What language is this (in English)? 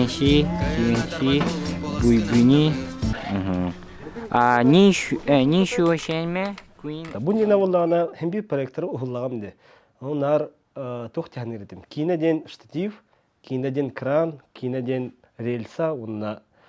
Yakut